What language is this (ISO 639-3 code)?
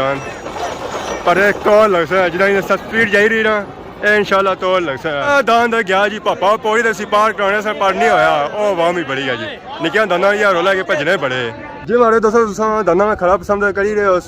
phr